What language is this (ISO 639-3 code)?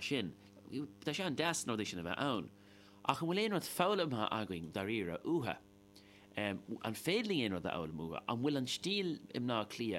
gle